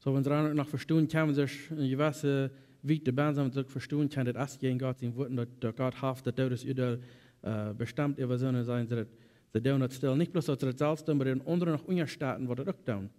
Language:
Plautdietsch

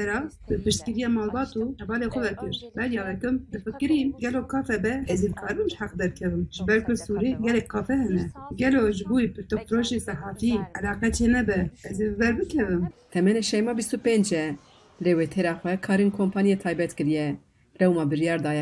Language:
Kurdish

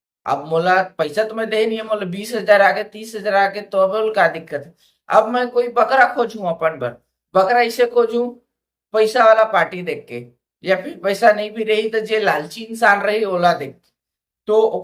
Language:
Chhattisgarhi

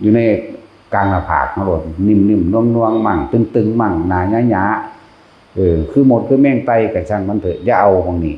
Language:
Northeastern Thai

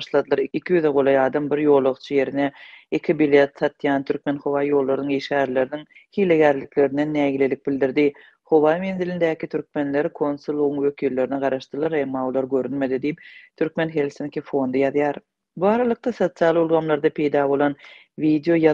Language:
Turkmen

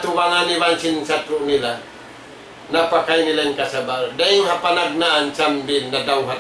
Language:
Tausug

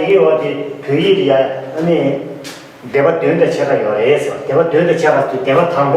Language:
Tibetan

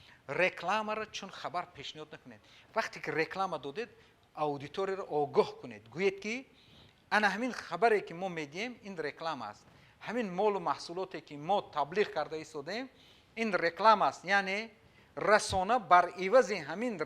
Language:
Tajik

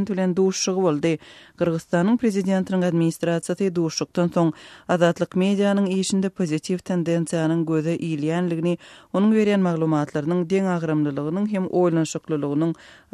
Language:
Turkmen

